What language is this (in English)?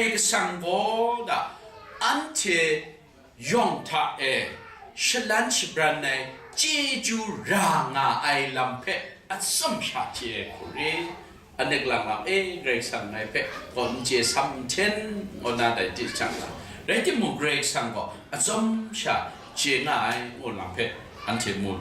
Kachin